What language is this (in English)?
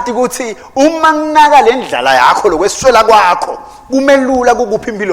Swati